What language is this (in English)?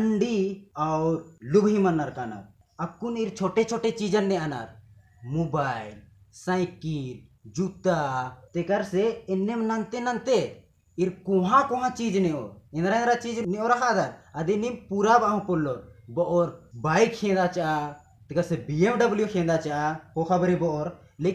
Kurukh